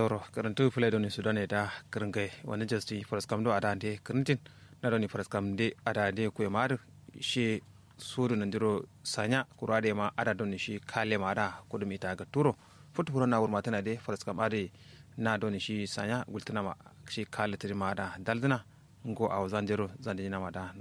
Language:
Kanuri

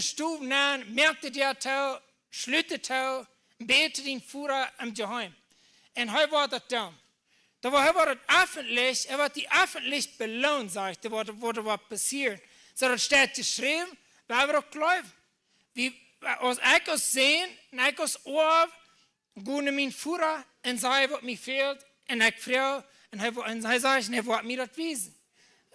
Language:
Plautdietsch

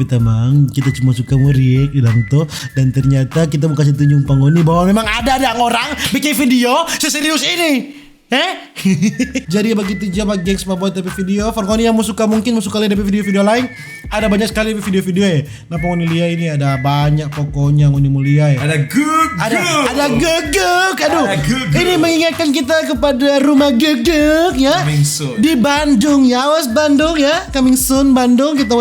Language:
Manado Malay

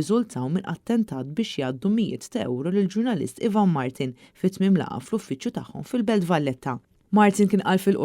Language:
Maltese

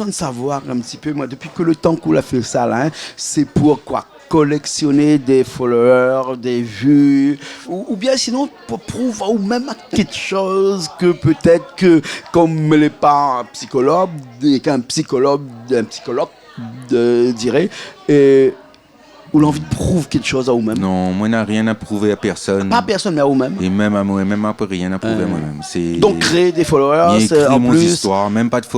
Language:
Réunion Creole French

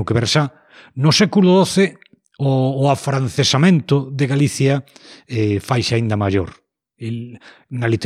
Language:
Galician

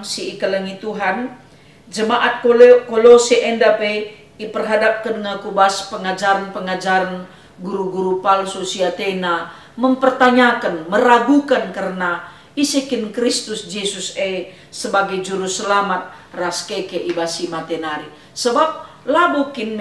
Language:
Batak Karo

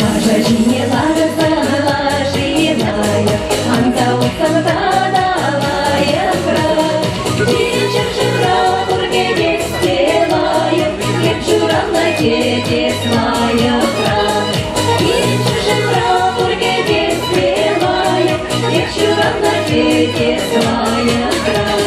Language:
Chuvash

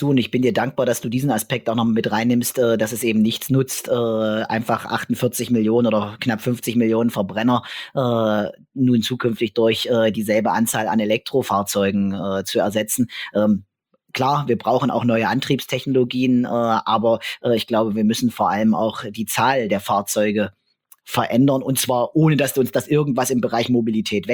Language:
German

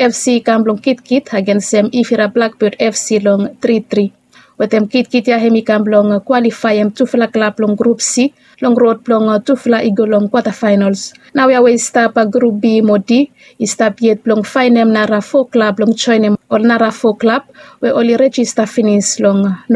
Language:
Bislama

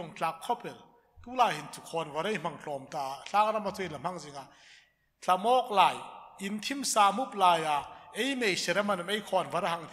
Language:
Hmar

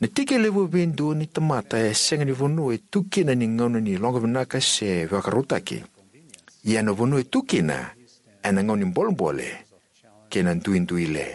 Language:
Fijian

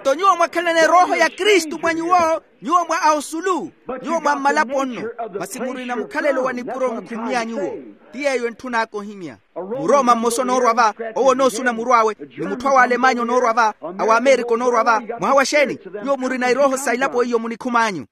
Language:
Makhuwa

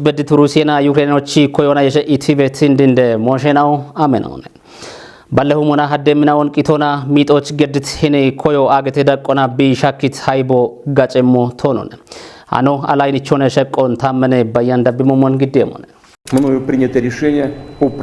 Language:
Kafa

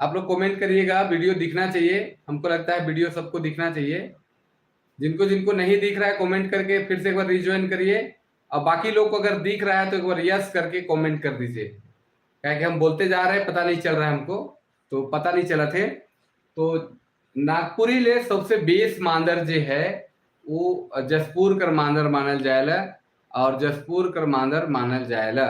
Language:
Sadri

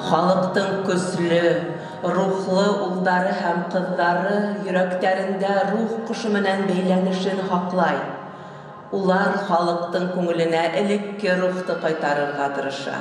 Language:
Bashkir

